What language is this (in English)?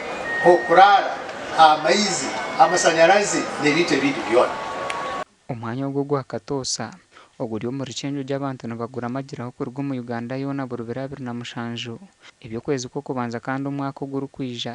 Nyankole